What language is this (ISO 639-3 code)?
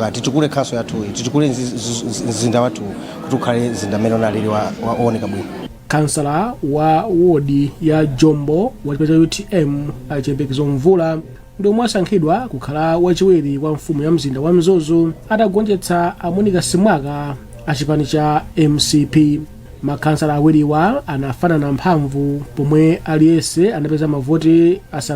nya